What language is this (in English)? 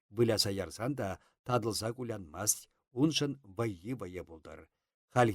Chuvash